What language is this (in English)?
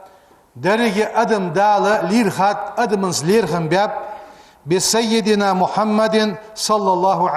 Ingush